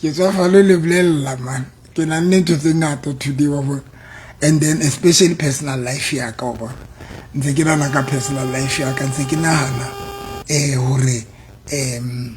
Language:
Southern Sotho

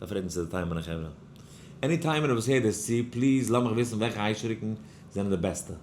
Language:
Yiddish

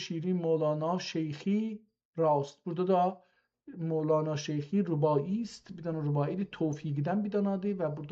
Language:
South Azerbaijani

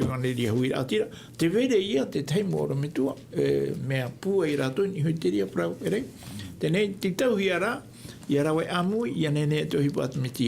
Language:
Tahitian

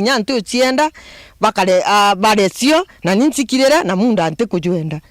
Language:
Meru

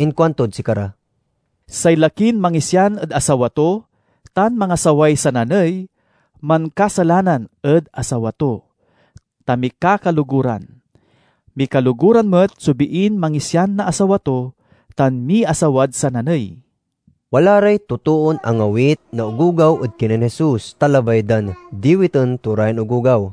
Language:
Pangasinan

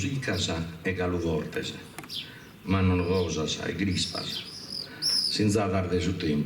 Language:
Sardinian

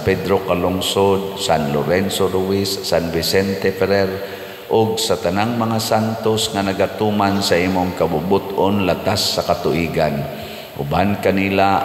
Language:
Cebuano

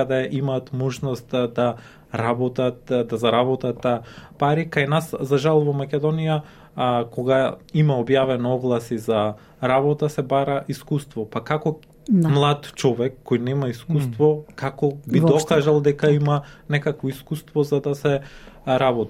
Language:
Macedonian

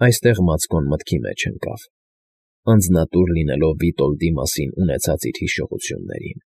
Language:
Armenian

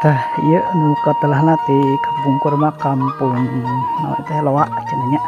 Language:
Sundanese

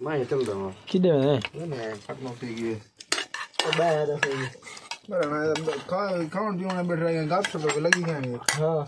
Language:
Saraiki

